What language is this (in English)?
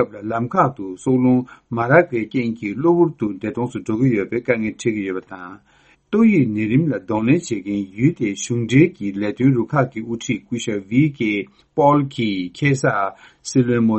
Tibetan